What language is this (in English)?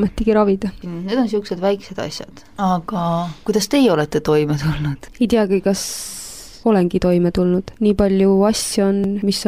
Estonian